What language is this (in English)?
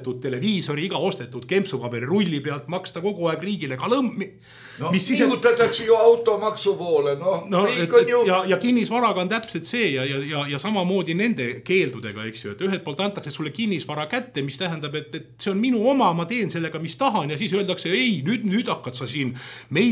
Estonian